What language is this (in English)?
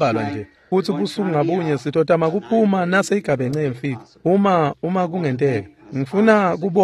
Swati